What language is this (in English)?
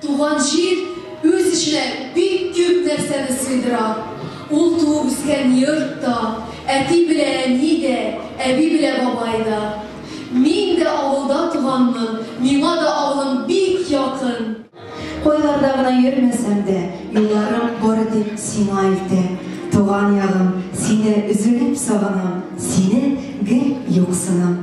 Tatar